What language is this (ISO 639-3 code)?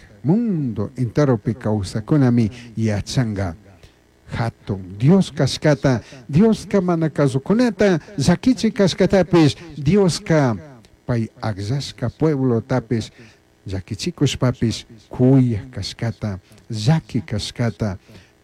qug